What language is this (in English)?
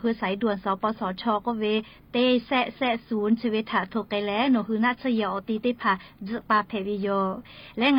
Lahu